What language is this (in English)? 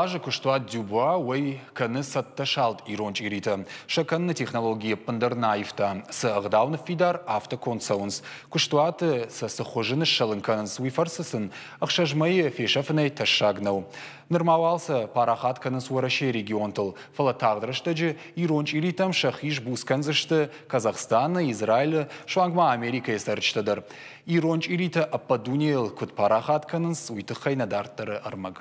Ossetic